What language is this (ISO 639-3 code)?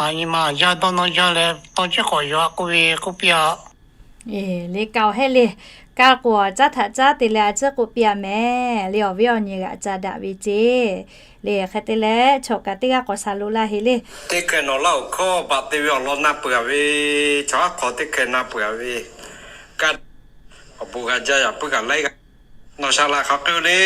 lhu